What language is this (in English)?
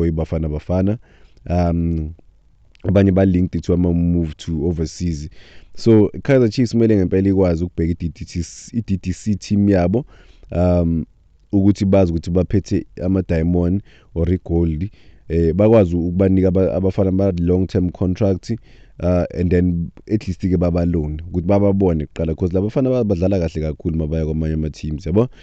Zulu